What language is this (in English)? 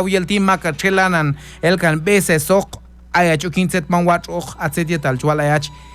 Q'anjob'al